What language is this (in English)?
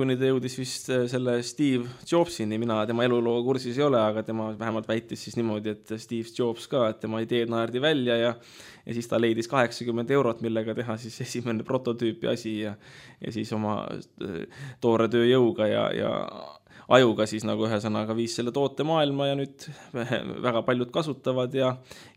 Estonian